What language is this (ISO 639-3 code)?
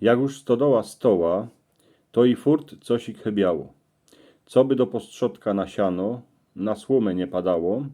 szl